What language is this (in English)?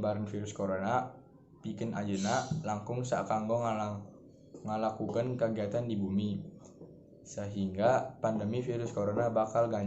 Sundanese